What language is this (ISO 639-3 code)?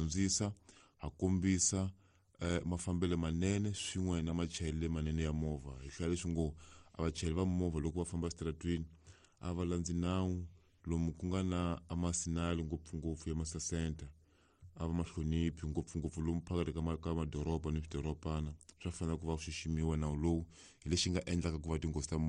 tso